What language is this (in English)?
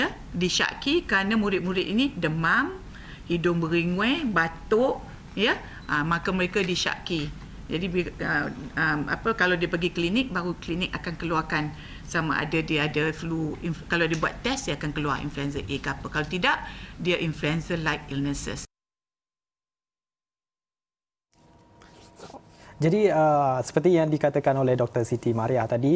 Malay